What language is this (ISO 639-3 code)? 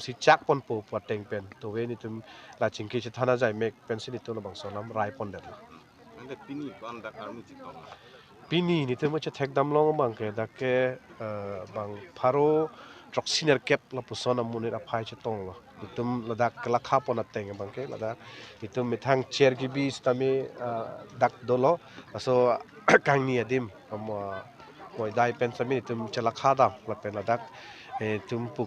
mjw